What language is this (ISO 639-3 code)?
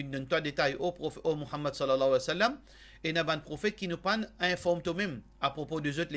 mfe